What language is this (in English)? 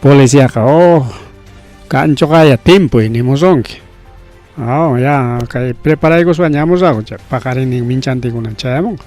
Ayacucho Quechua